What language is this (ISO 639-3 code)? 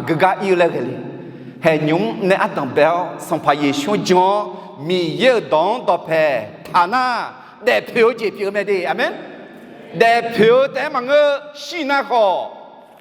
ahk